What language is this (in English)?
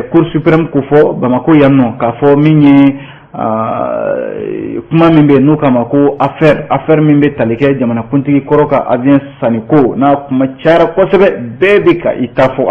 Bambara